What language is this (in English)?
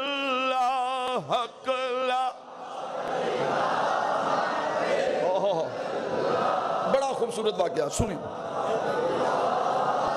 Urdu